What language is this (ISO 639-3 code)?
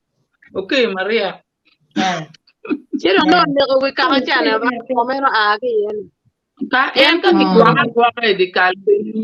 ach